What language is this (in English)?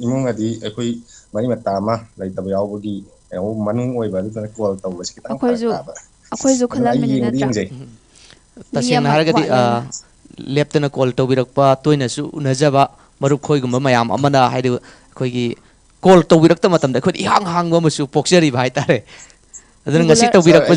Manipuri